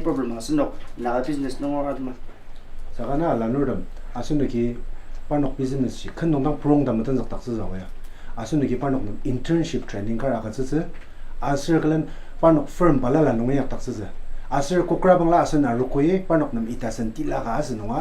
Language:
Ao Naga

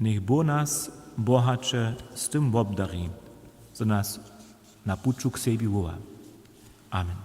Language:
Upper Sorbian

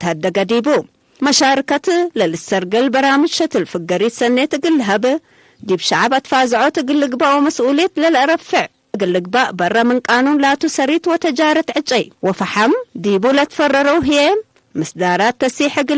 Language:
Tigre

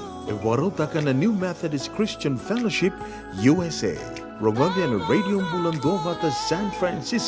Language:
Fijian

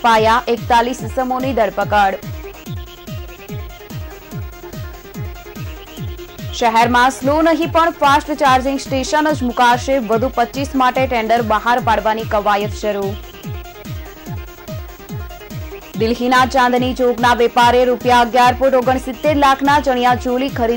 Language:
Gujarati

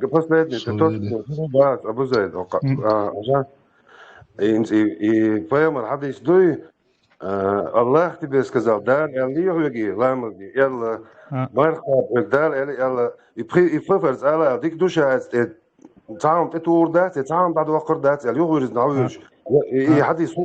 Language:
Chechen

